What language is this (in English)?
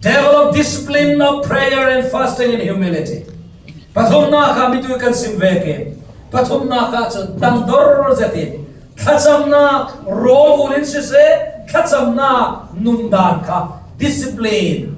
Falam Chin